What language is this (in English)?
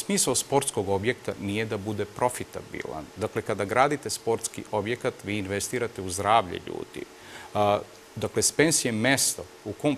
Serbian